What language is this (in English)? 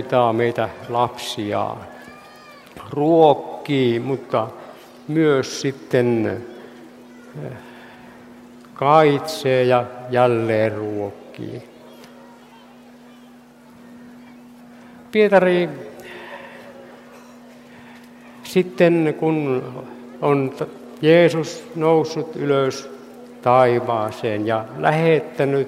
Finnish